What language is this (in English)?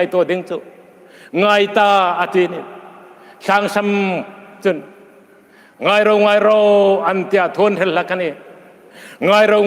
Hmar